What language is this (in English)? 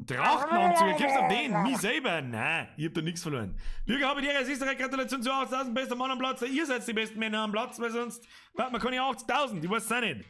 Bavarian